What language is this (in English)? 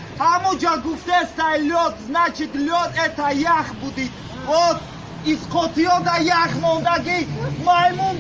Tajik